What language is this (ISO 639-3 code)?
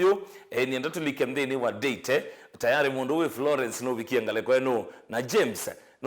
kam